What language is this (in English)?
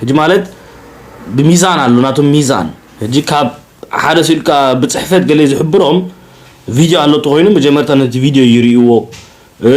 Tigrinya